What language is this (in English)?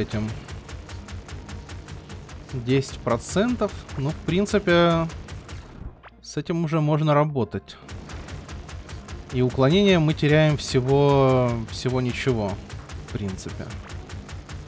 Russian